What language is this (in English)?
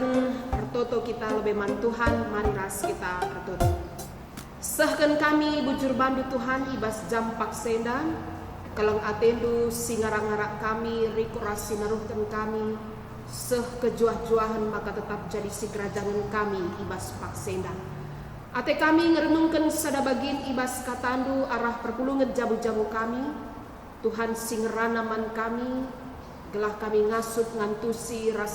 Batak Karo